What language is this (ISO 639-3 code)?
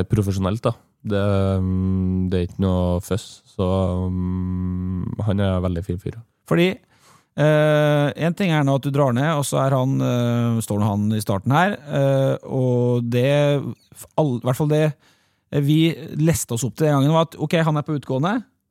nor